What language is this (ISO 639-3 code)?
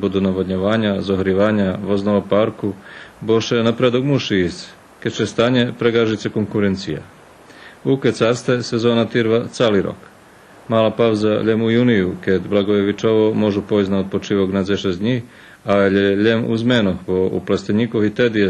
rue